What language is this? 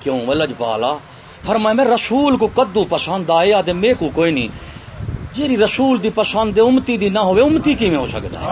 Saraiki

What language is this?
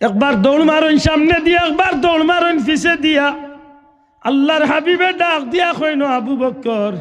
Sylheti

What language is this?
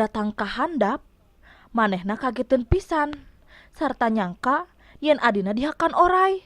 Sundanese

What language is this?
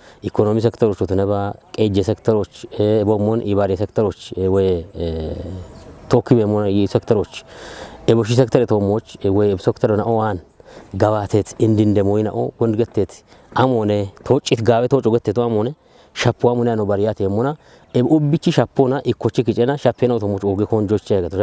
Kafa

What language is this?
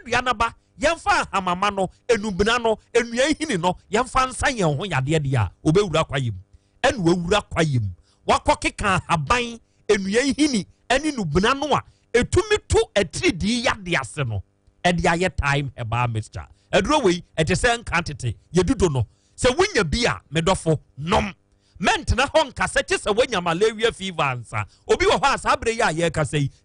Akan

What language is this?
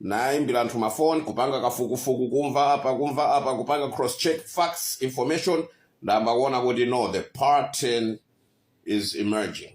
Nyanja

